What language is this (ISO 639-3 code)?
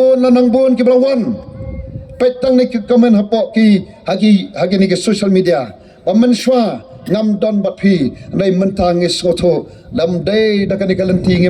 kha